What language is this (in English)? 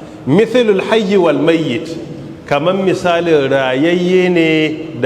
Hausa